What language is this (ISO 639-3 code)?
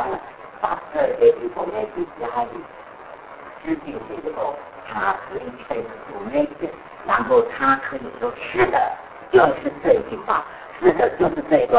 zho